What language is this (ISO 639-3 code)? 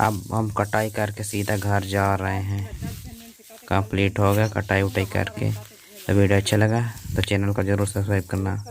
hne